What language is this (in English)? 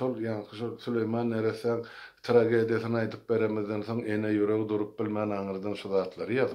Turkmen